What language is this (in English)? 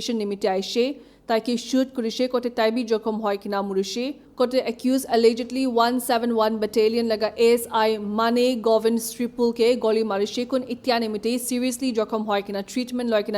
Naga Pidgin